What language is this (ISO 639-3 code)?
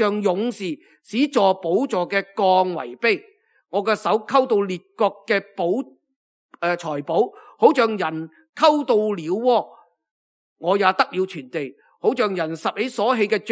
yue